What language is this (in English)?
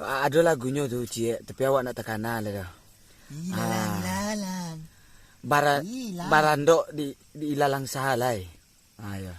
Minangkabau